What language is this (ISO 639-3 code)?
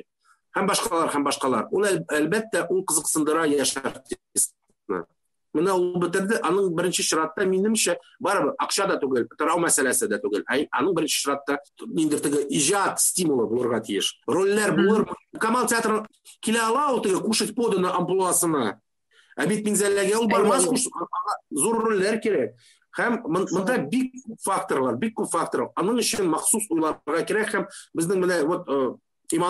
tat